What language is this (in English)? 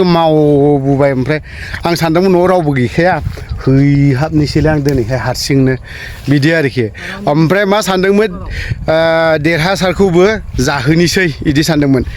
Bodo